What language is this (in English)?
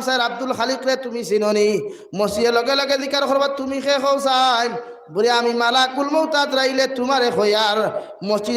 Sylheti